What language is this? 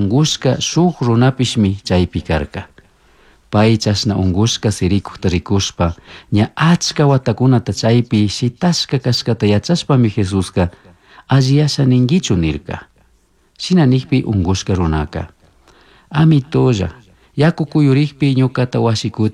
Chimborazo Highland Quichua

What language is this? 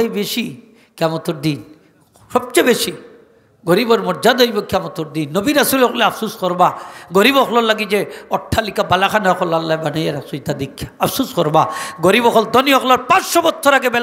Sylheti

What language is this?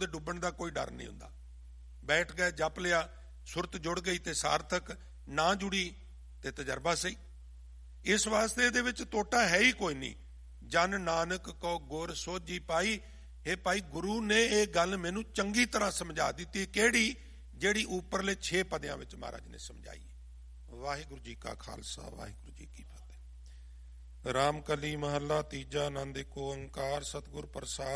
Punjabi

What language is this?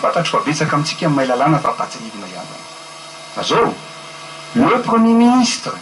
Malagasy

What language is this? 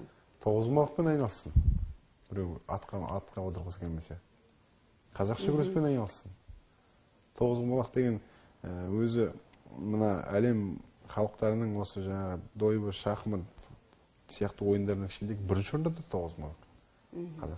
Kazakh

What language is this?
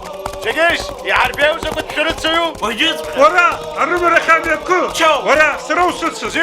Abkhazian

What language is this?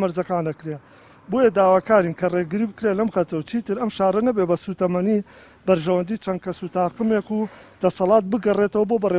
Central Kurdish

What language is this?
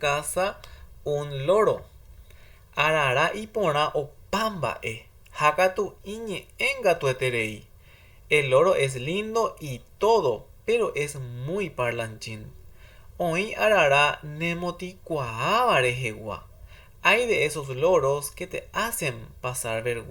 Guarani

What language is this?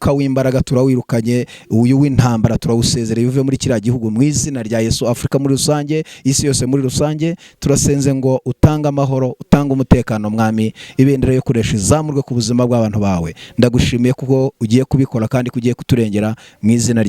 Kinyarwanda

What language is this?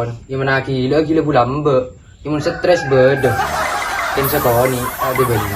Madurese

